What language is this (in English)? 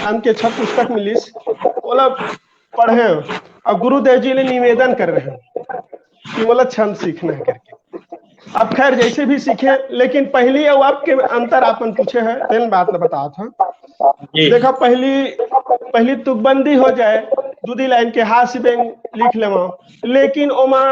Chhattisgarhi